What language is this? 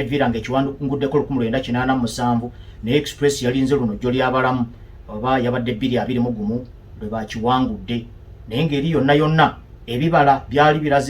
Ganda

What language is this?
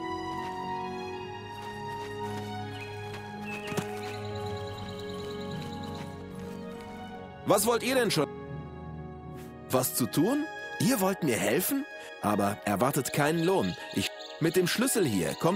German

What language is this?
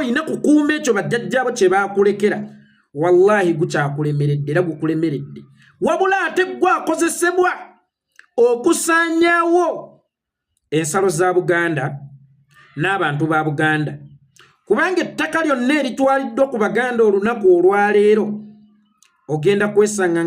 Ganda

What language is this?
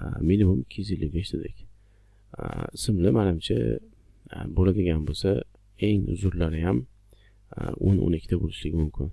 Uzbek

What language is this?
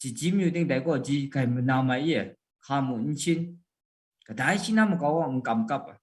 Kachin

